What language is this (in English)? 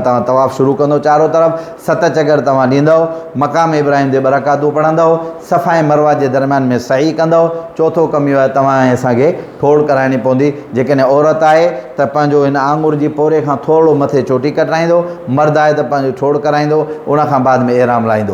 Sindhi